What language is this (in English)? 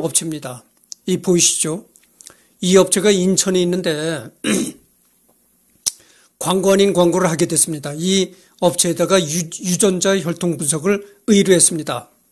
Korean